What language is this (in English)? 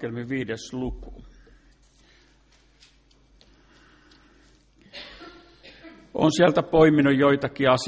Finnish